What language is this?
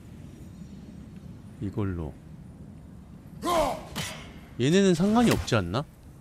Korean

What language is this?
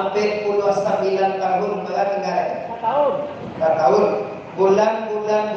Minangkabau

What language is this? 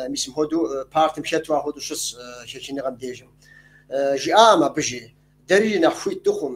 Kabardian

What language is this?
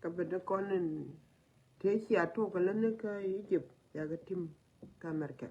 Nuer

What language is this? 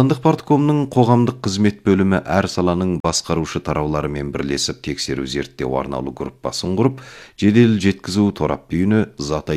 Kazakh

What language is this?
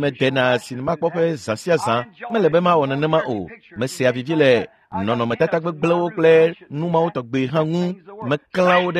Ewe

